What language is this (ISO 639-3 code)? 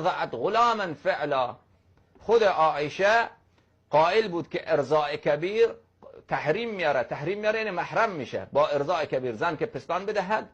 fas